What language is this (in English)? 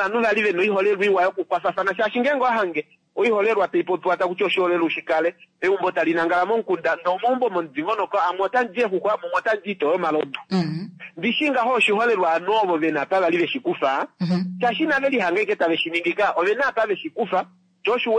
Kuanyama